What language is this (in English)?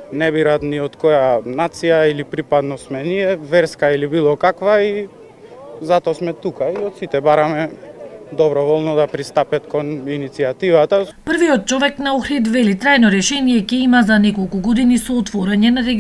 Macedonian